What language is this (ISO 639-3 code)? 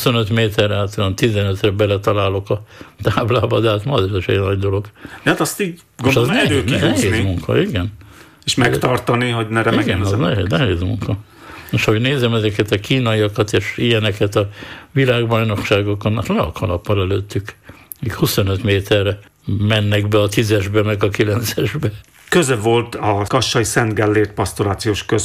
hun